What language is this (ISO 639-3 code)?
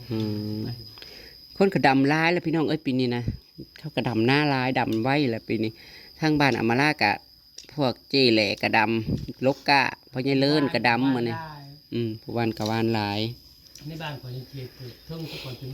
tts